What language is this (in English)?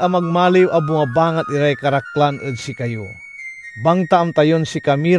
Pangasinan